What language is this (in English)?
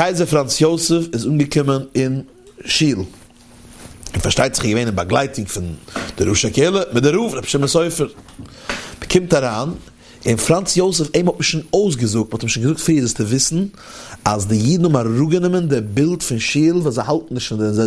Yiddish